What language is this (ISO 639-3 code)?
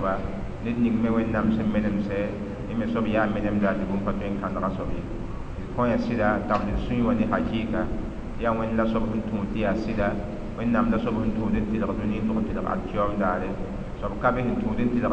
mos